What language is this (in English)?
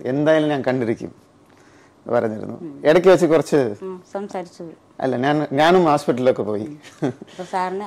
Malayalam